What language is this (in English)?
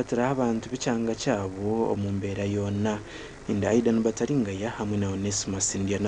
Nyankole